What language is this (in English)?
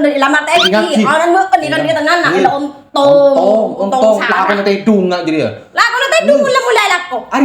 Madurese